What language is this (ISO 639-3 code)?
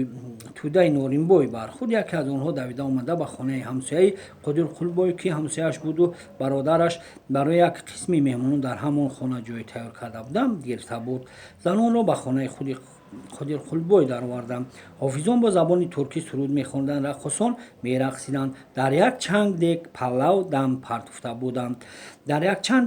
tgk